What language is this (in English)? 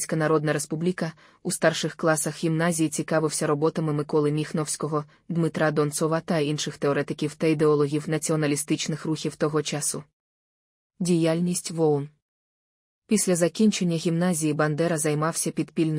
Ukrainian